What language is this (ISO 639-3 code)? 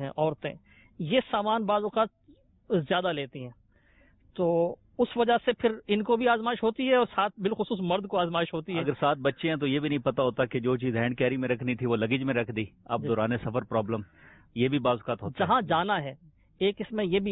urd